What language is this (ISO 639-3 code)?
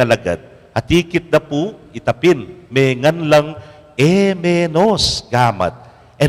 pam